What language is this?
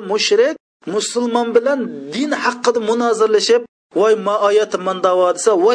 Uyghur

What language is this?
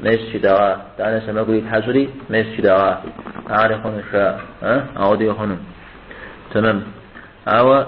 Kabardian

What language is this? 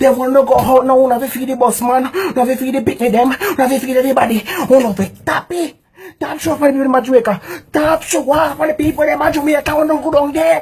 Jamaican Creole English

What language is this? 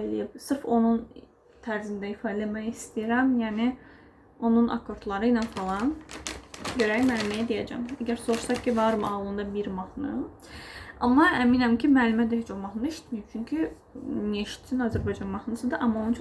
Azerbaijani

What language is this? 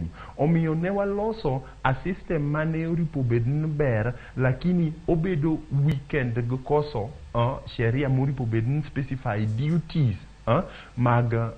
Luo (Kenya and Tanzania)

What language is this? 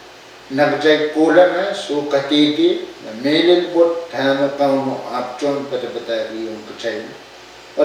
Pohnpeian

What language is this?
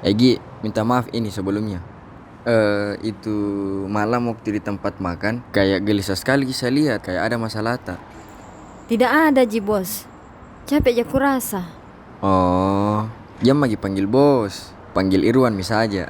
Makassar Malay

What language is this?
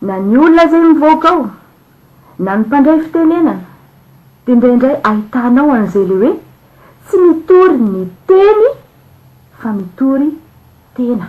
Malagasy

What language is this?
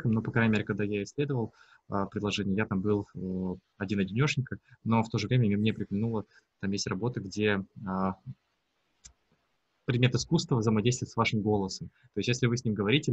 Russian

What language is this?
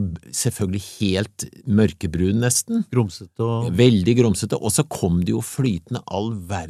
Norwegian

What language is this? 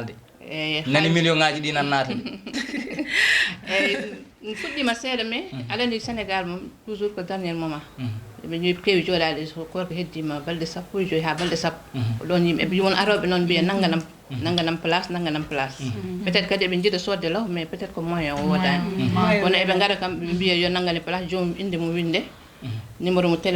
Fula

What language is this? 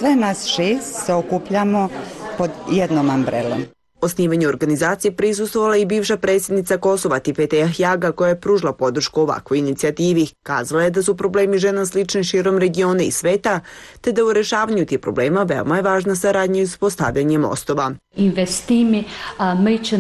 Serbian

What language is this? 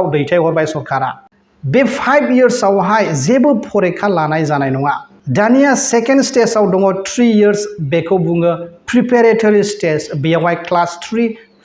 Bodo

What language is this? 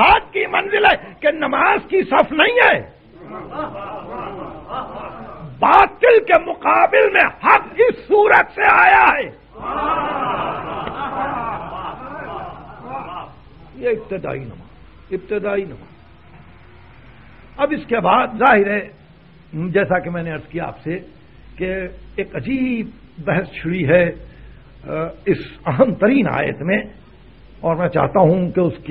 Urdu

